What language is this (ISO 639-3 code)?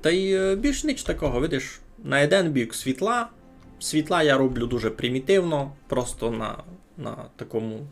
rue